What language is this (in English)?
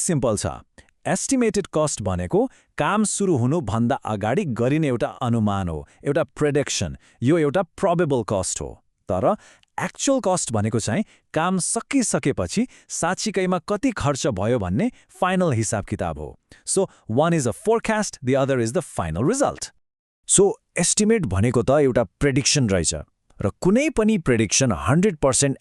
Nepali